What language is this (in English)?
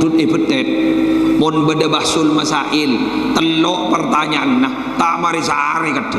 Madurese